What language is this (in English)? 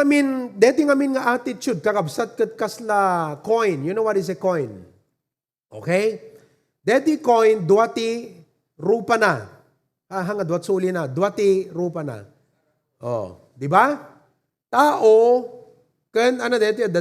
Iloko